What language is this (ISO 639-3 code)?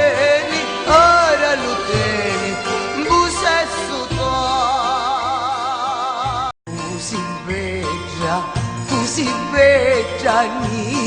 scn